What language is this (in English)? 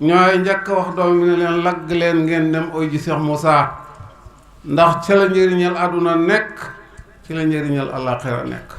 Wolof